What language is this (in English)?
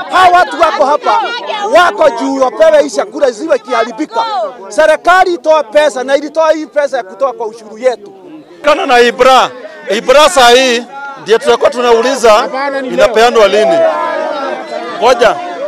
Swahili